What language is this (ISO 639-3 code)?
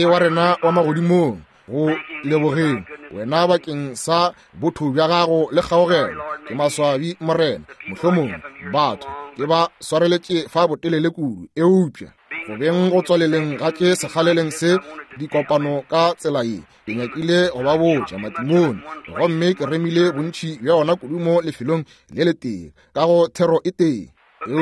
nso